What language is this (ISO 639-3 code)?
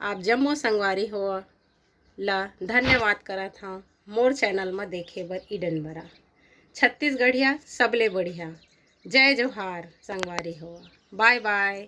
hne